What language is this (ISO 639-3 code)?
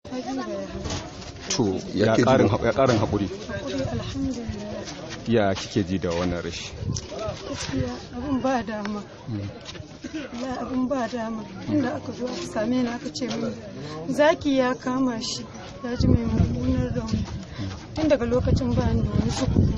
hau